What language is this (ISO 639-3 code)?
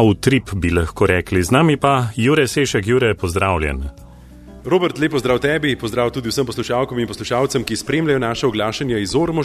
slv